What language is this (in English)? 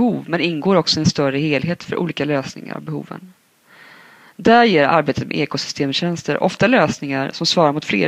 Swedish